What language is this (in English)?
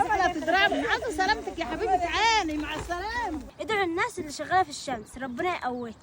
Egyptian Arabic